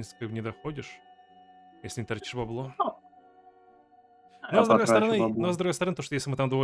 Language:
Russian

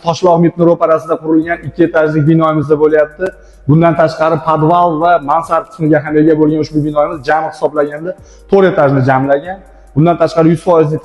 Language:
Uzbek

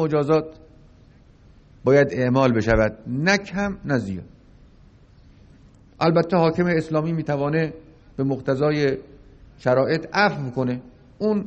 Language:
Persian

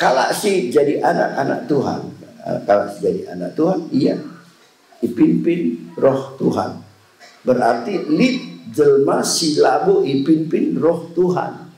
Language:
Batak Karo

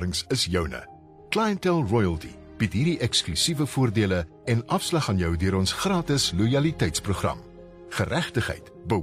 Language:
Afrikaans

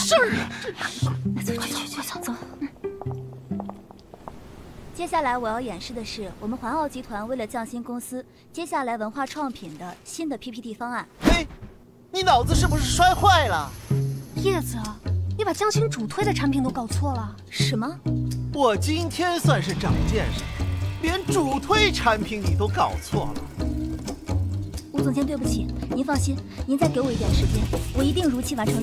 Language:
Chinese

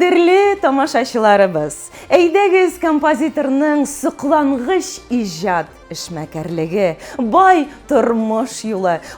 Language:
Tatar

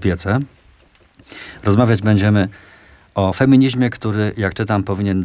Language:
Polish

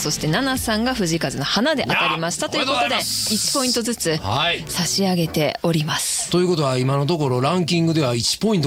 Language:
Japanese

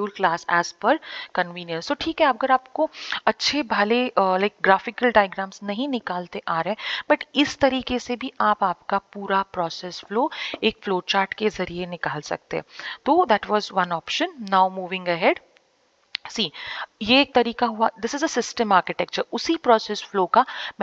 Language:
Hindi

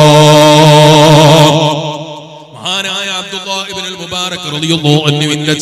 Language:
Malayalam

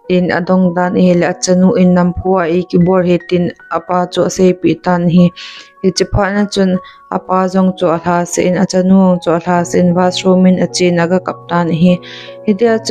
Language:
Thado Chin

